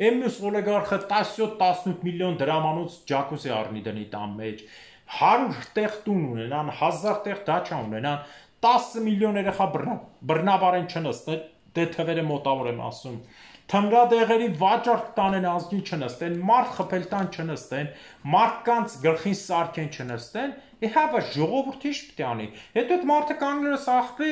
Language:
Armenian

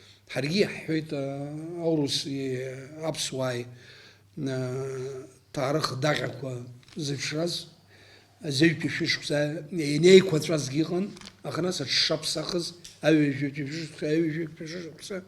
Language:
Abkhazian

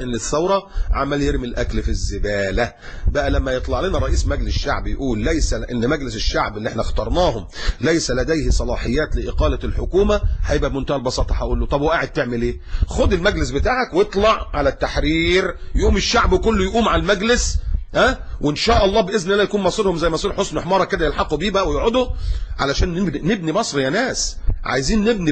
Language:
Egyptian Arabic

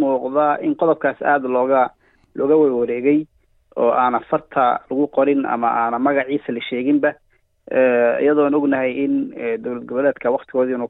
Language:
Somali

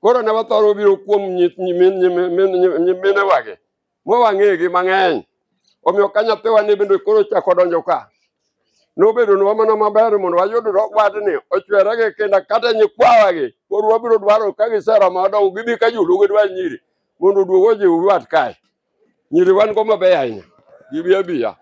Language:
Luo (Kenya and Tanzania)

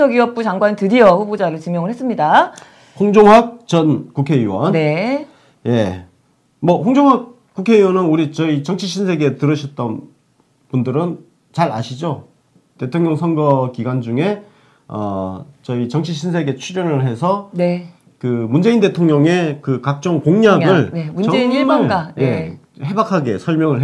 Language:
Korean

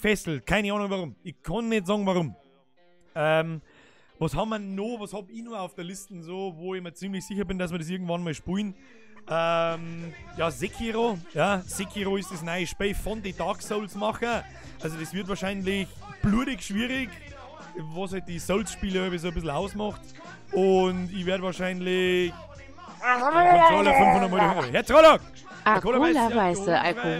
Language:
Bavarian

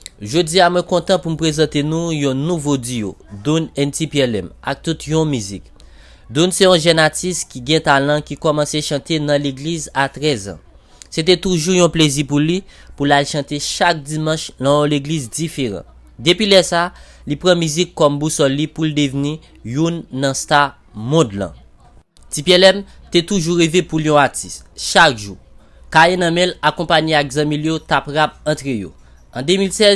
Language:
Haitian Creole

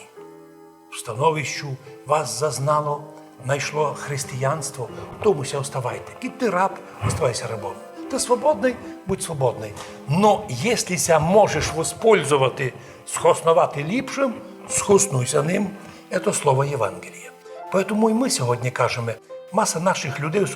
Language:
Rusyn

